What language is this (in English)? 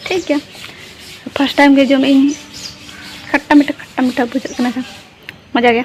Santali